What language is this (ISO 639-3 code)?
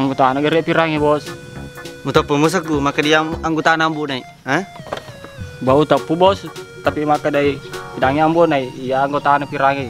bug